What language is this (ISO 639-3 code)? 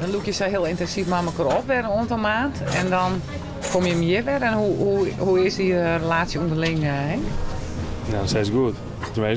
fry